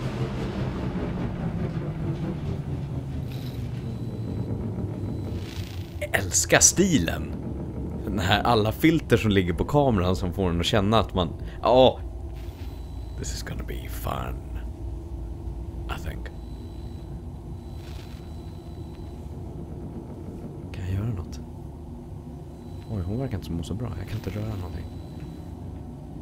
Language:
Swedish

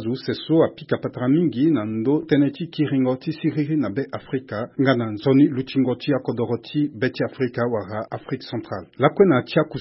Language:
Sango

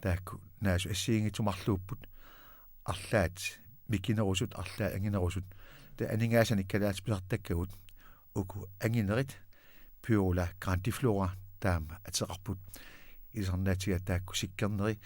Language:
Kalaallisut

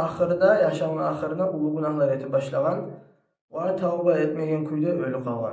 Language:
Kumyk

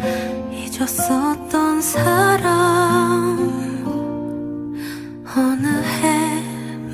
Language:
Korean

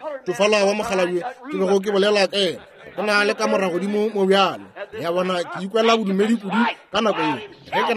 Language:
Northern Sotho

